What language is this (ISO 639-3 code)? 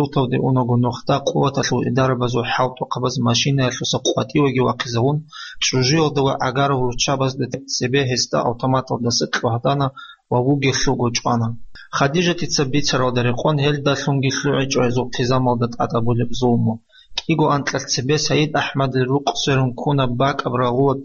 ava